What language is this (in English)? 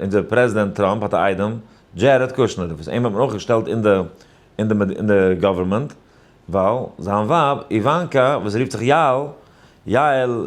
Yiddish